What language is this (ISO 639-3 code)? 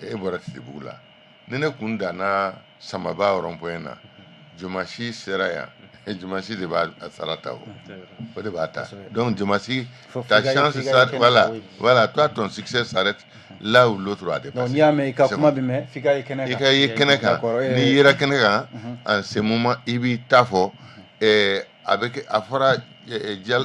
bam